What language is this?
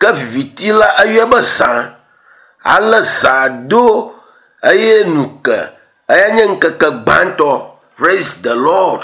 Ewe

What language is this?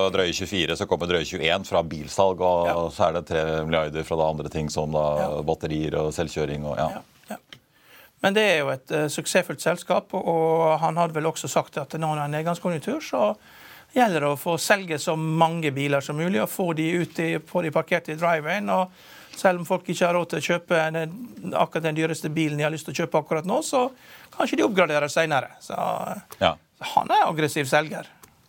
Norwegian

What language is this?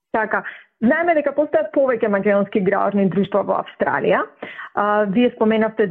Macedonian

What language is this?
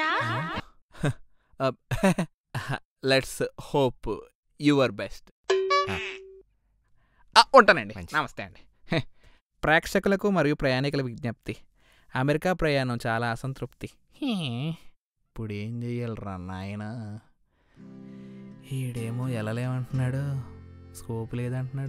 Telugu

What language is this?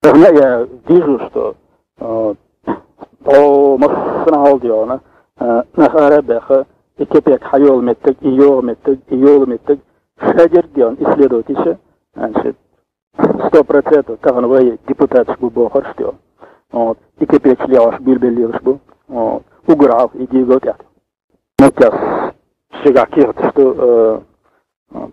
Chechen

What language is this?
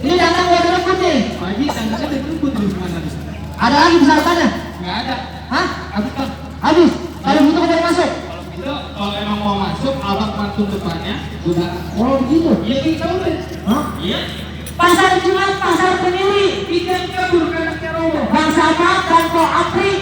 Betawi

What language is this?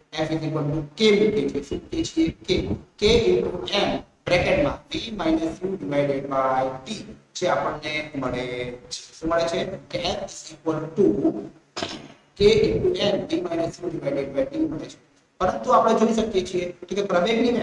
Gujarati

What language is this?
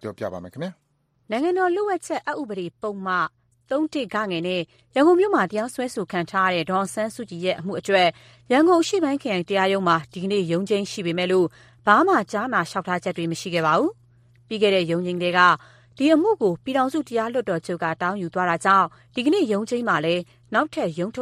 Burmese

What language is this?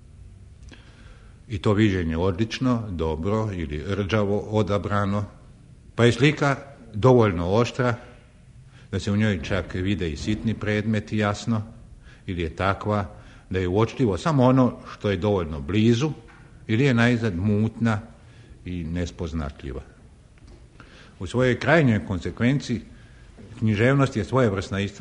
Serbian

